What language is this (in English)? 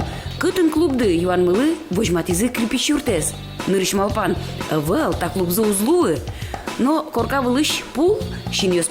Udmurt